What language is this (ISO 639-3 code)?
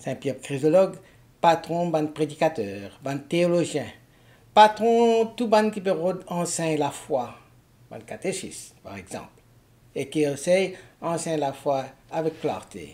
mfe